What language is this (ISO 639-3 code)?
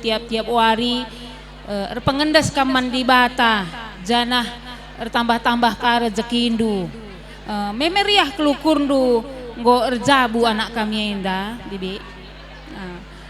btx